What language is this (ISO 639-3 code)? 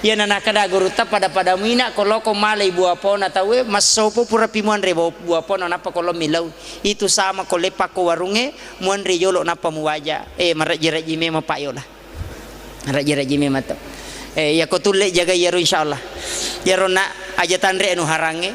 bug